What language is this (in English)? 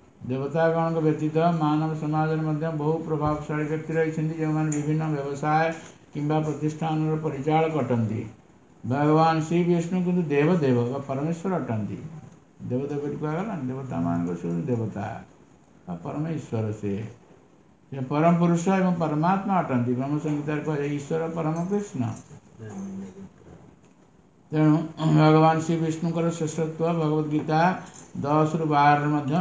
Odia